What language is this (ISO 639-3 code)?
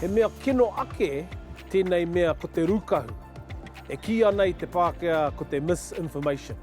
mri